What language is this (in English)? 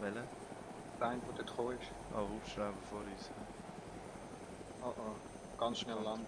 Swiss German